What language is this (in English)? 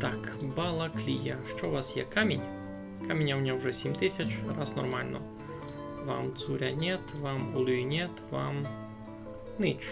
Rusyn